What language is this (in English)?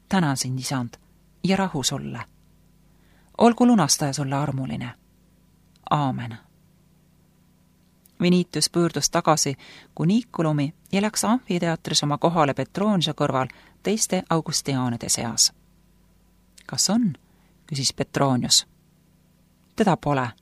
Estonian